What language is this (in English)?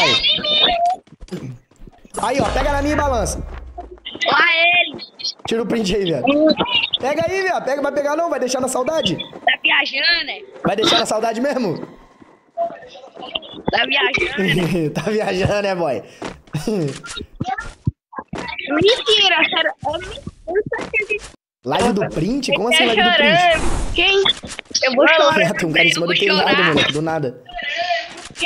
Portuguese